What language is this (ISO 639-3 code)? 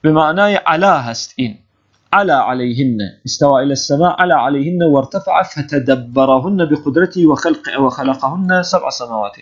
fas